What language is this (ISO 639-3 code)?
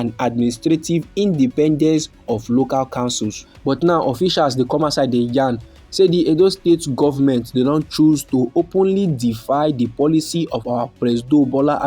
pcm